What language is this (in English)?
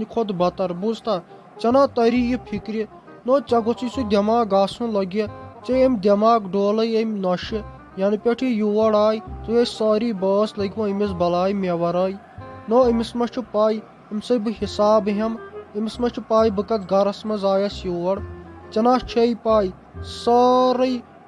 Kashmiri